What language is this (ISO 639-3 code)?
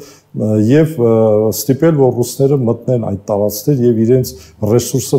hye